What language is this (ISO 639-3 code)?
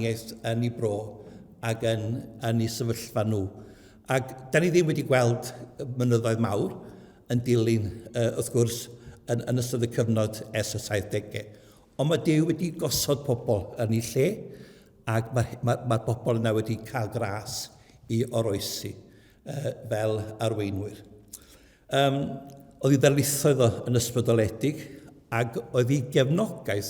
cym